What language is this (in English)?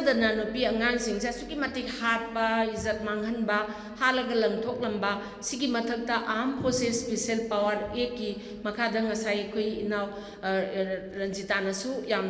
Manipuri